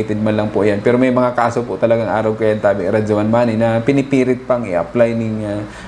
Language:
Bikol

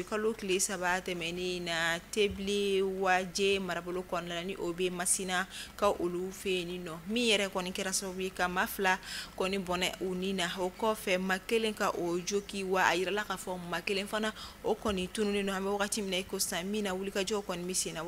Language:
Bambara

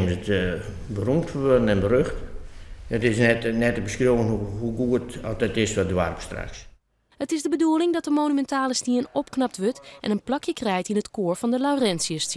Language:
Western Frisian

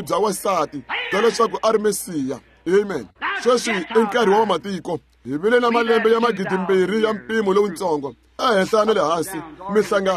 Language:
Tsonga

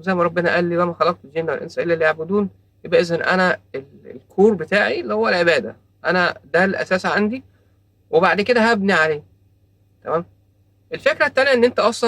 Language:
Egyptian Arabic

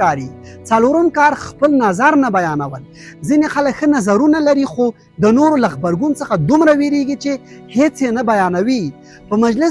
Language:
Pashto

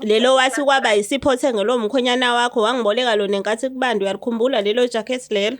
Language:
Zulu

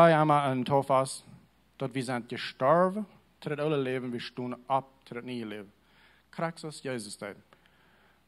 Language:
Plautdietsch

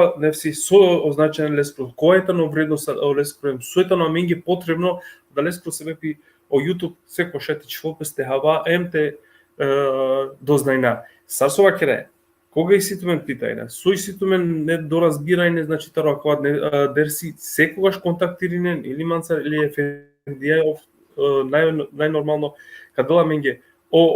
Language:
Balkan Romani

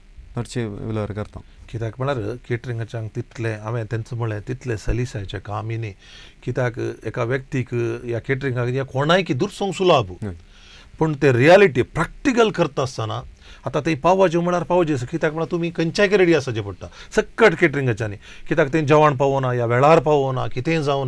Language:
Konkani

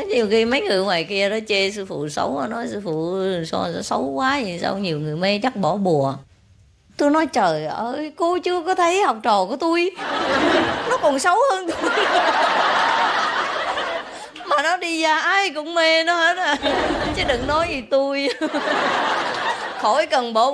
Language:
Vietnamese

